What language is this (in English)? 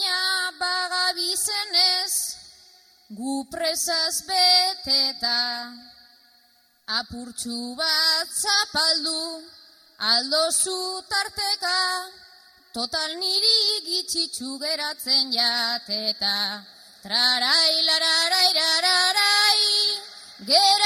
Basque